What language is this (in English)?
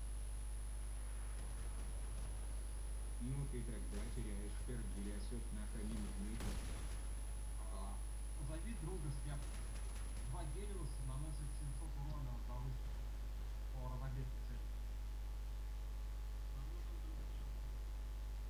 Russian